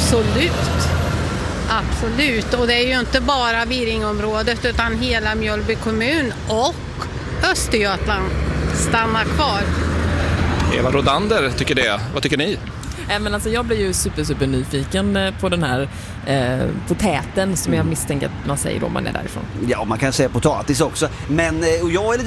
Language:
Swedish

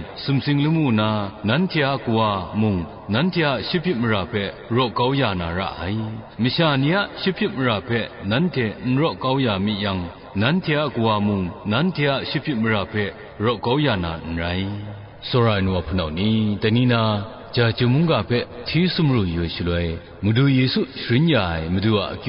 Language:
Kachin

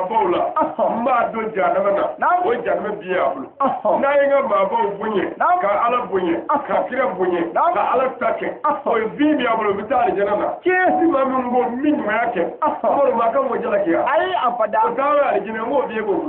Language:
Bambara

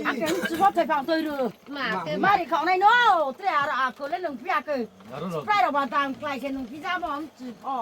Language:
Riang (India)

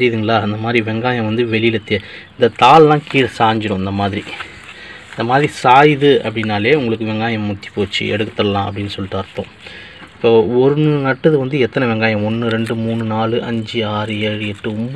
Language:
Tamil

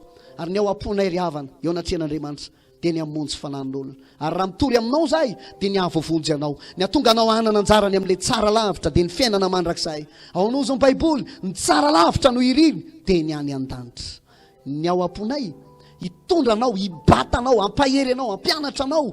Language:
Malagasy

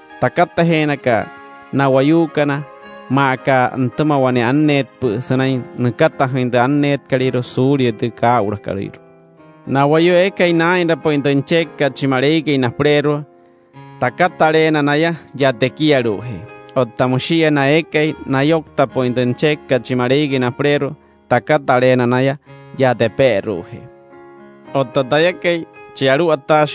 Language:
Wayuu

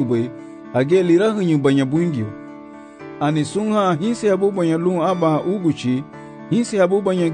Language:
Garifuna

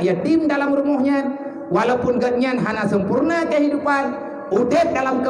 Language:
Achinese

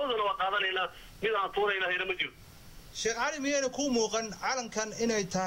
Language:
Somali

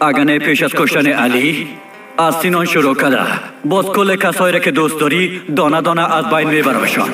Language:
Persian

